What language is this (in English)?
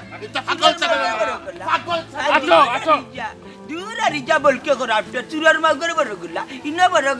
Sylheti